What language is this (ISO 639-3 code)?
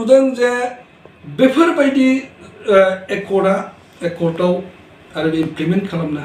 brx